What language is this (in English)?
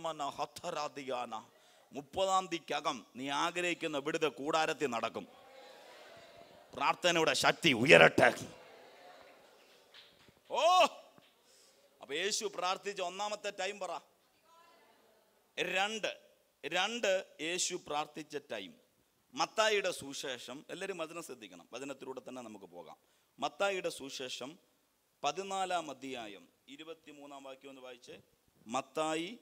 Malayalam